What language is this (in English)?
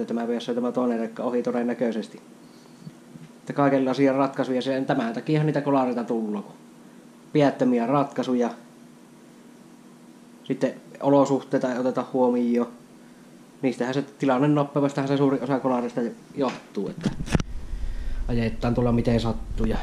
Finnish